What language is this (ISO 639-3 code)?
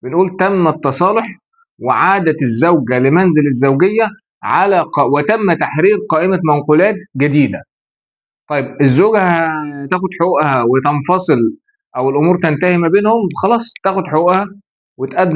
arz